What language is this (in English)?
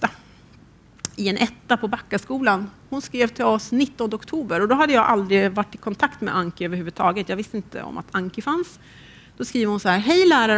Swedish